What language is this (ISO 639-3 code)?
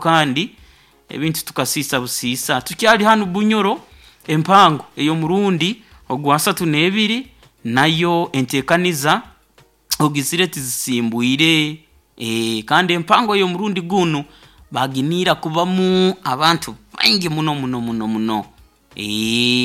nyo